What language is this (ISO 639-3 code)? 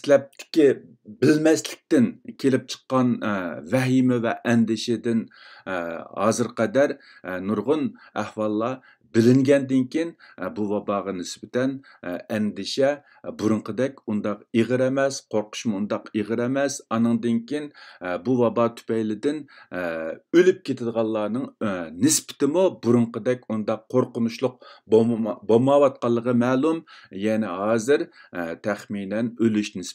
uig